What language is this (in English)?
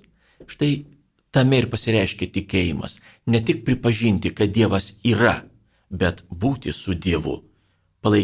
Lithuanian